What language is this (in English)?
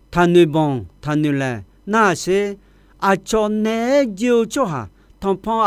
Akha